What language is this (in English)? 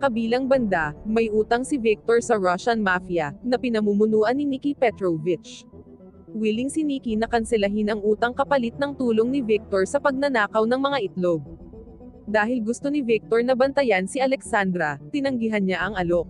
Filipino